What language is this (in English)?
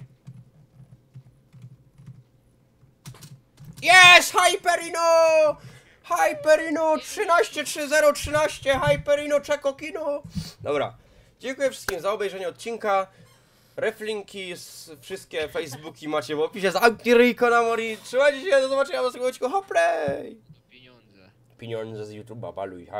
Polish